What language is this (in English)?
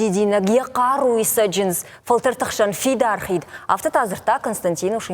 Ossetic